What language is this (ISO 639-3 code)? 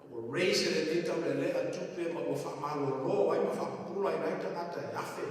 smo